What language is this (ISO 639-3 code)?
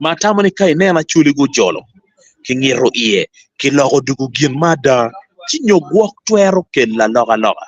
ach